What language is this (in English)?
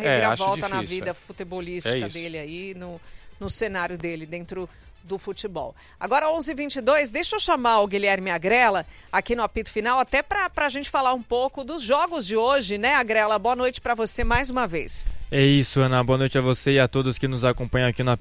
Portuguese